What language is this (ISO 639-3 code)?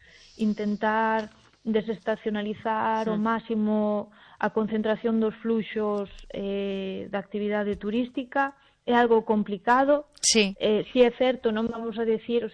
glg